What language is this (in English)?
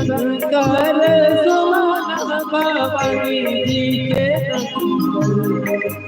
Chhattisgarhi